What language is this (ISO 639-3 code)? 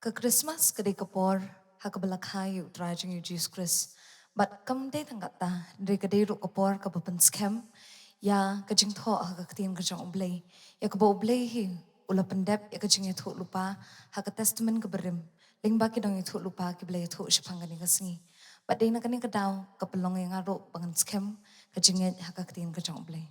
kha